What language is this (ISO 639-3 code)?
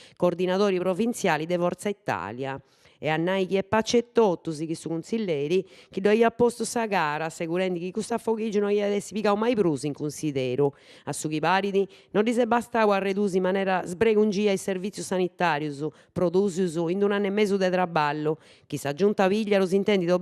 srd